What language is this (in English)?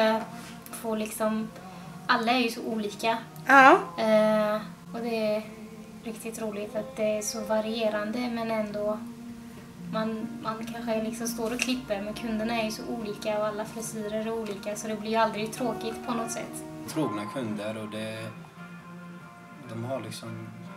Swedish